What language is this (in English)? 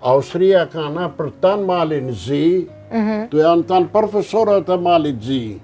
Albanian